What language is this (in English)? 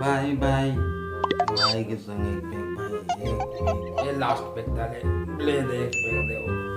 Chhattisgarhi